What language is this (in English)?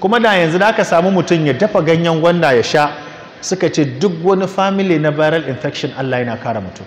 Hausa